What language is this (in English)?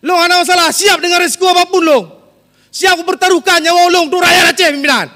Achinese